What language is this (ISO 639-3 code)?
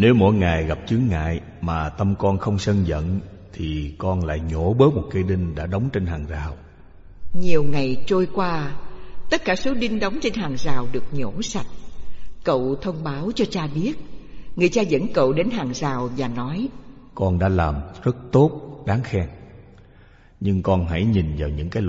vie